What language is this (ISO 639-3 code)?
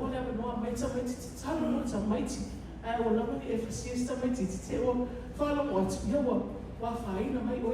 smo